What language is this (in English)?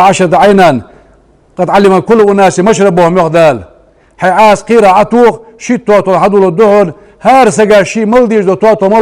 Ingush